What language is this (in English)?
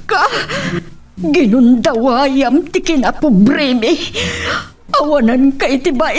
Iloko